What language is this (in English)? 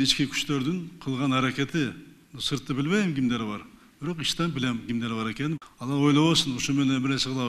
Kyrgyz